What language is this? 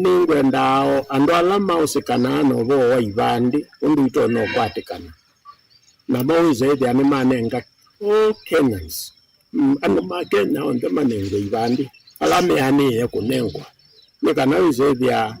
Kamba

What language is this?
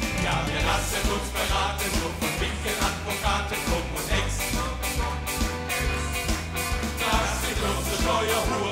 German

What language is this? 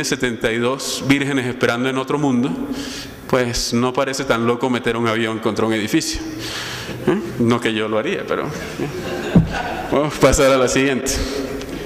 Spanish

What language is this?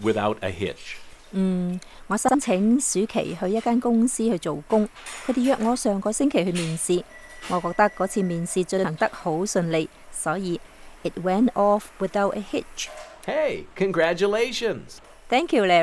Cantonese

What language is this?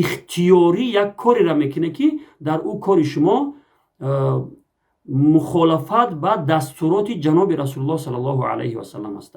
Tajik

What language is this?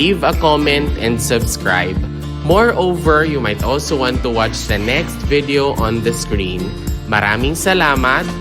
Hiligaynon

